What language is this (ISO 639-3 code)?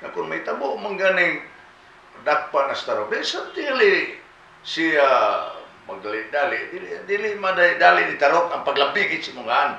ceb